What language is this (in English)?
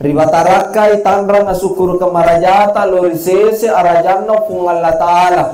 Buginese